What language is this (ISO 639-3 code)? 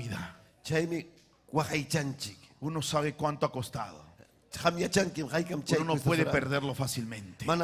quy